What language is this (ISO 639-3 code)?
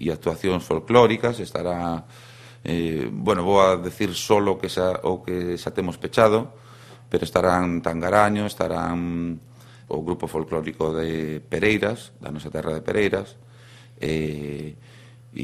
glg